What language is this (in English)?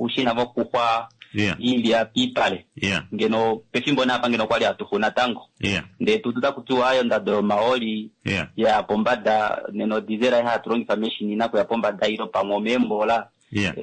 Kuanyama